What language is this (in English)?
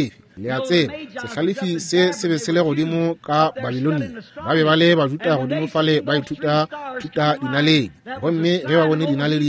Northern Sotho